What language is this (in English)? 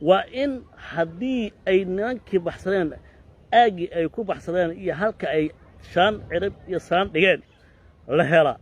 Somali